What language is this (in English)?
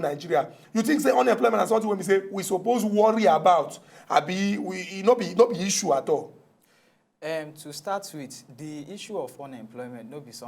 Nigerian Pidgin